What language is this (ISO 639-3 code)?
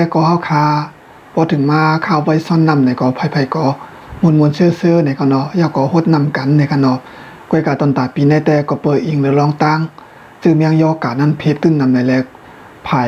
shn